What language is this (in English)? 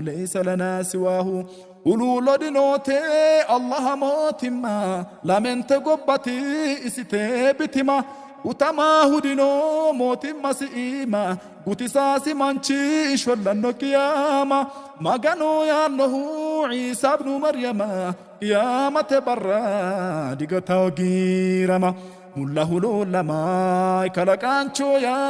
Sidamo